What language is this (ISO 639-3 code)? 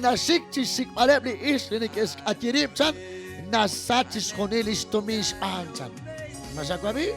kek